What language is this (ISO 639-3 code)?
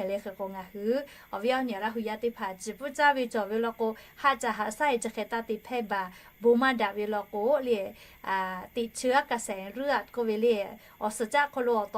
lhu